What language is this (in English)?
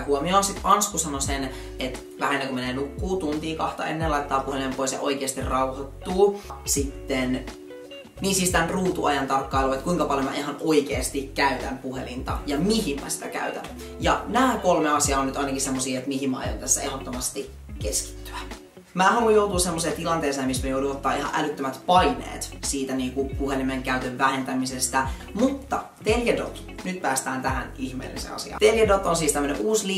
Finnish